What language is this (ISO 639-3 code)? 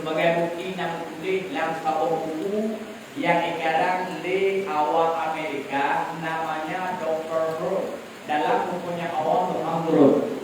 ace